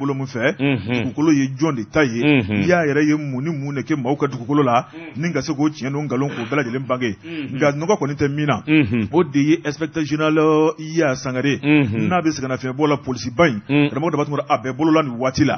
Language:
Bambara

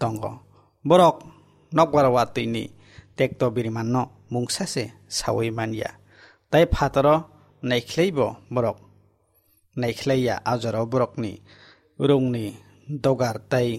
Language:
Kok Borok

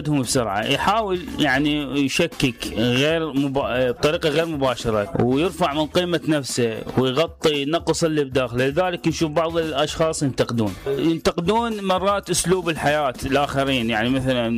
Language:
Mesopotamian Arabic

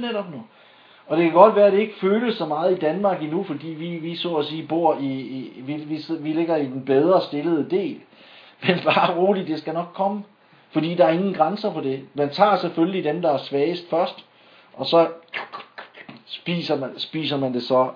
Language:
Danish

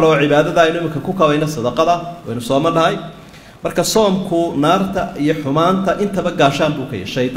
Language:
Somali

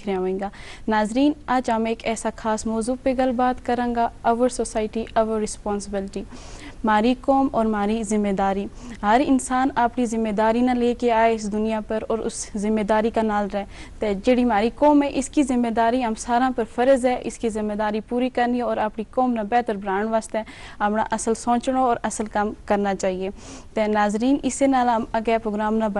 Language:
Gujari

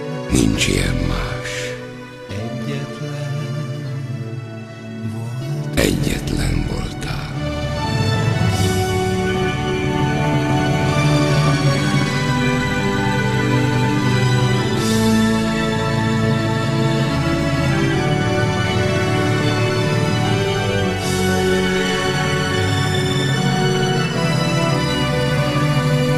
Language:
Hungarian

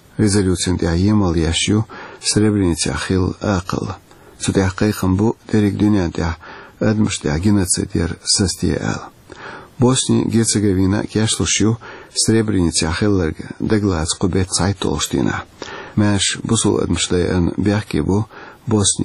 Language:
Chechen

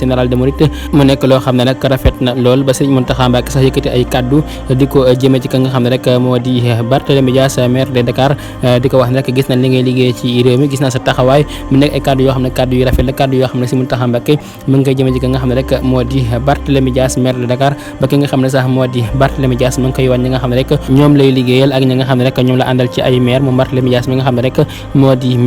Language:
Wolof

